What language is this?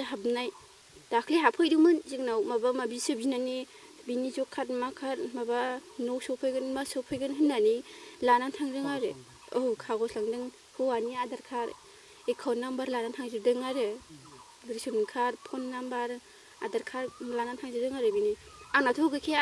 Bodo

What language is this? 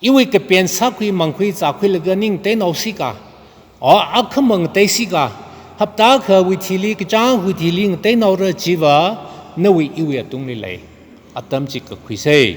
Tangkhul Naga (India)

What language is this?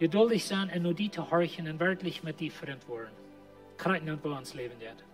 Plautdietsch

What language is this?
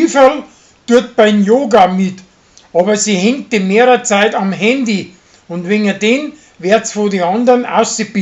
Bavarian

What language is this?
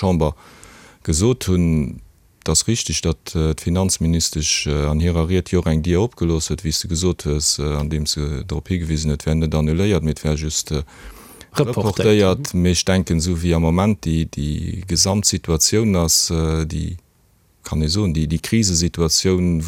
Luxembourgish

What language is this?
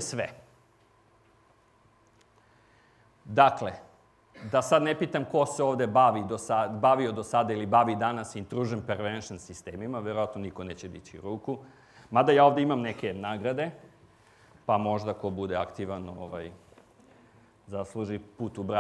Serbian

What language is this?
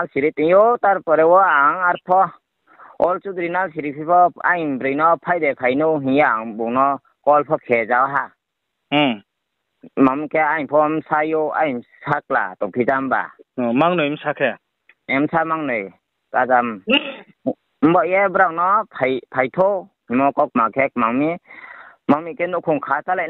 Riang (India)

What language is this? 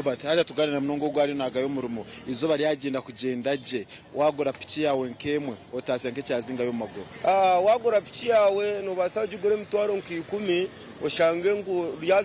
Nyankole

